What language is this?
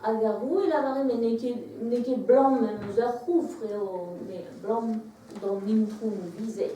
Breton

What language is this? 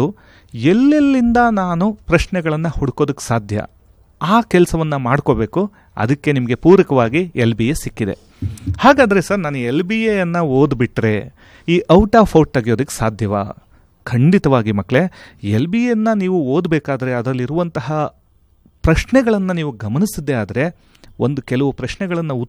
Kannada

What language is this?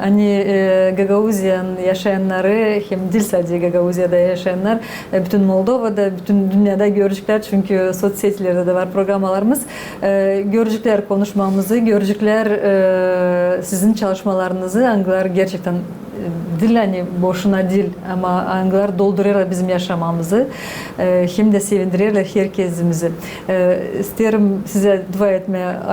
Gagauz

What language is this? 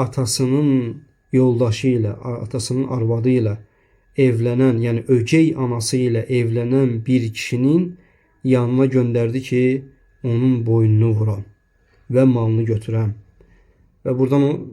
Azerbaijani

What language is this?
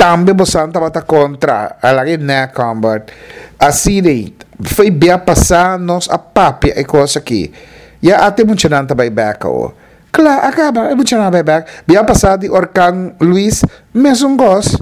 Papiamento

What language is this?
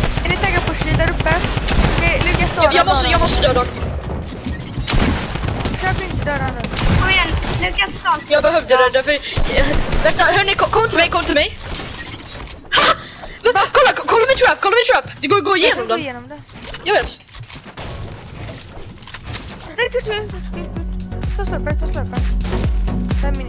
Swedish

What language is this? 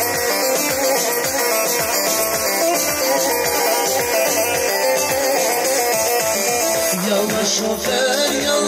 Gheg Albanian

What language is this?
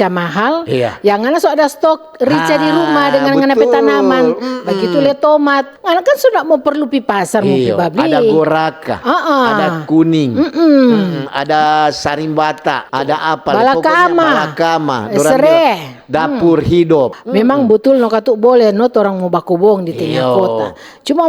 Manado Malay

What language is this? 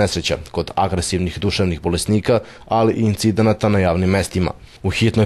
Serbian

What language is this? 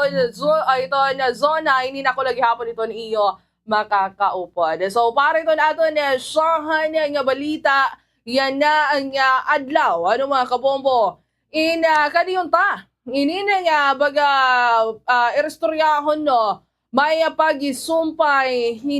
Waray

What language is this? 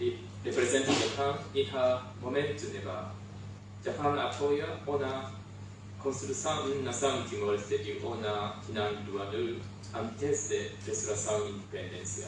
Tetum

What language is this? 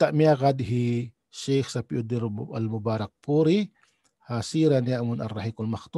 Tausug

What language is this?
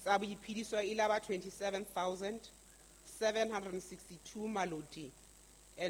Southern Sotho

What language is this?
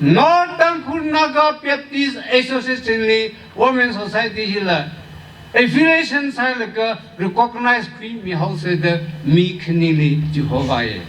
Tangkhul Naga (India)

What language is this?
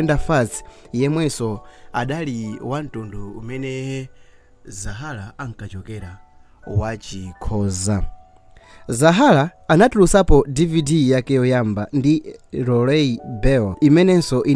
Nyanja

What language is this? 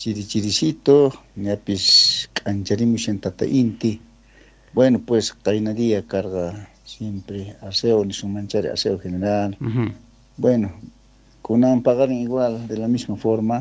South Bolivian Quechua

